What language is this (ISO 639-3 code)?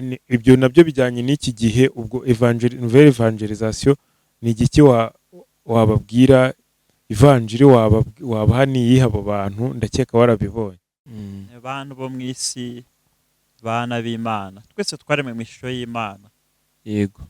kin